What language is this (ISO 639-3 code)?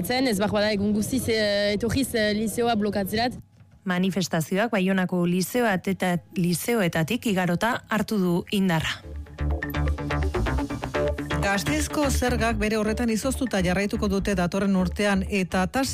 eus